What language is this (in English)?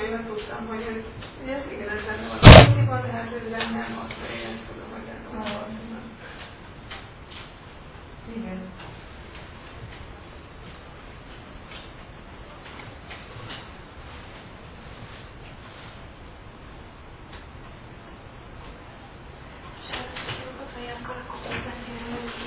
Hungarian